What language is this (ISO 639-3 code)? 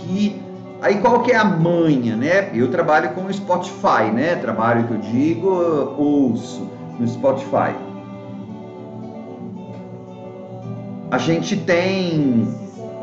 por